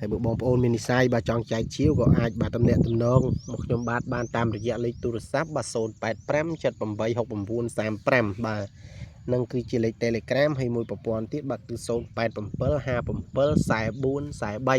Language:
Khmer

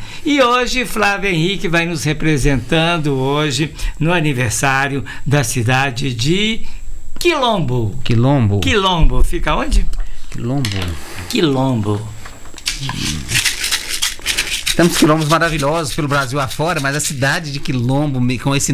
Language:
Portuguese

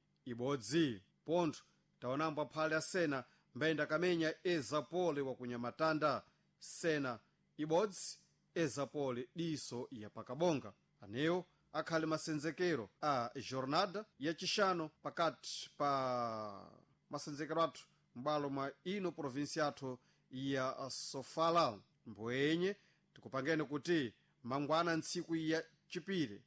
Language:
Sena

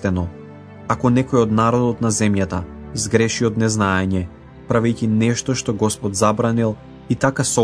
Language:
Macedonian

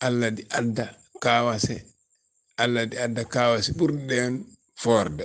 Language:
Fula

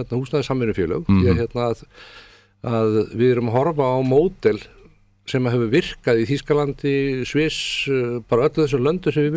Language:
Icelandic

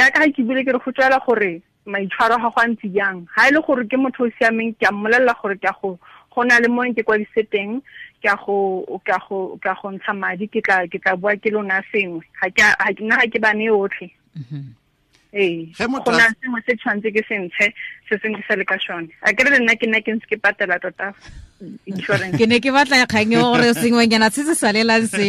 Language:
Tswana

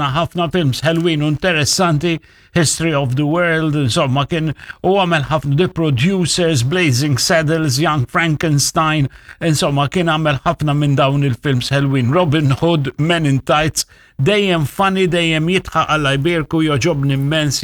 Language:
Maltese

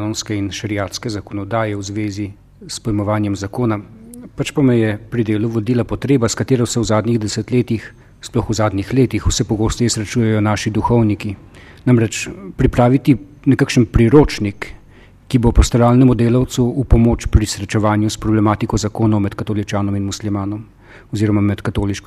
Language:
Slovenian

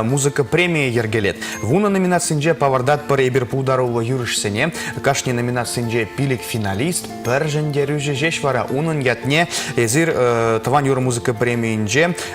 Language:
Chuvash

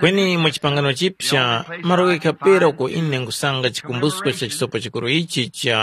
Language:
Tumbuka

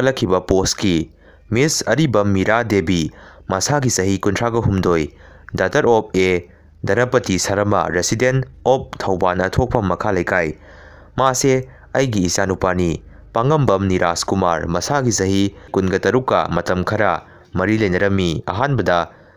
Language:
Manipuri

